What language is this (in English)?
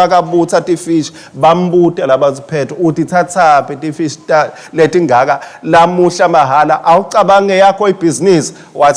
Swati